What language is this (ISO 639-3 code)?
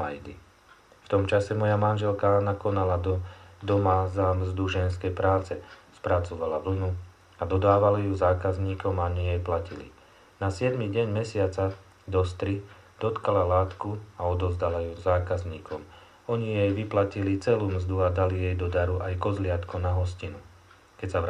slk